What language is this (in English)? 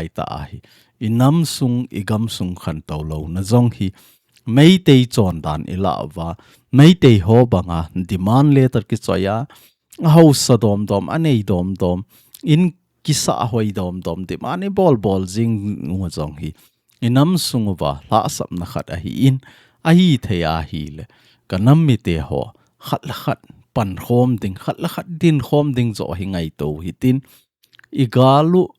Thado Chin